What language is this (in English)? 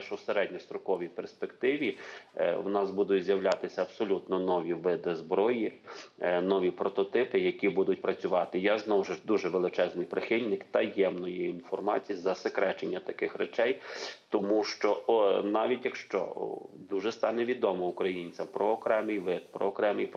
Ukrainian